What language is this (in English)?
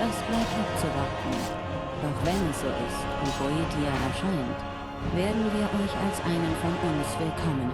Bavarian